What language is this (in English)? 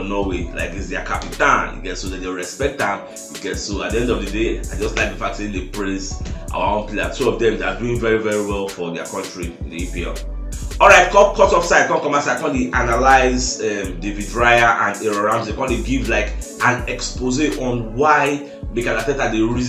Nigerian Pidgin